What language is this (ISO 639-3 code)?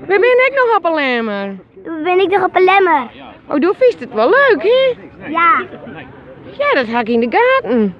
fry